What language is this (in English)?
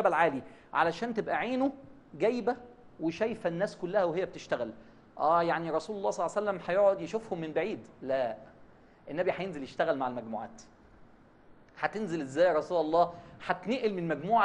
Egyptian Arabic